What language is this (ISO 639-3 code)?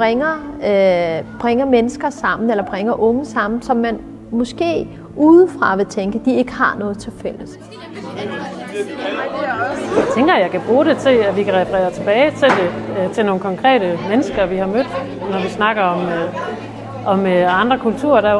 dan